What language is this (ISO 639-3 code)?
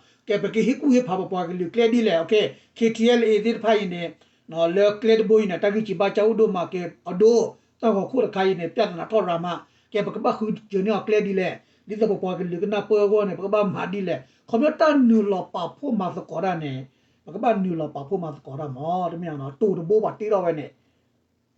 ksw